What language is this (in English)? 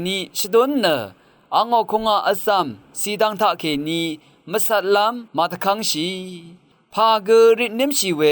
Rawang